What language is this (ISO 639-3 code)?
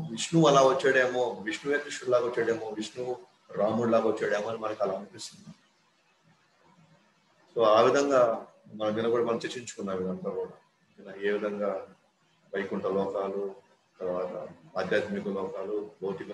tel